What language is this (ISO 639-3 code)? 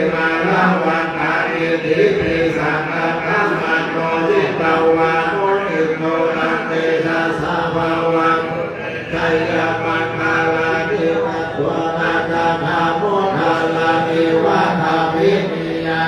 pli